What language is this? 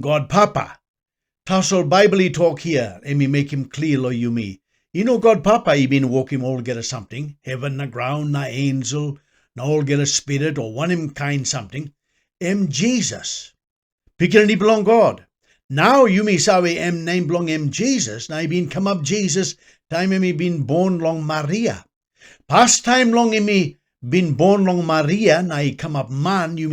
Tok Pisin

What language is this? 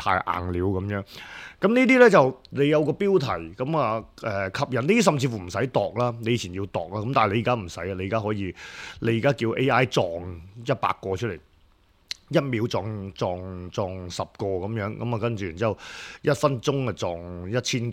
Cantonese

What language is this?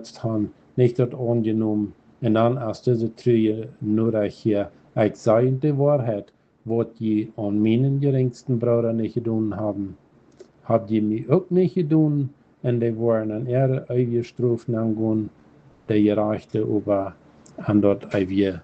Plautdietsch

